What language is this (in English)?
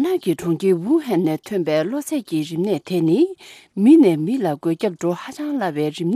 Tibetan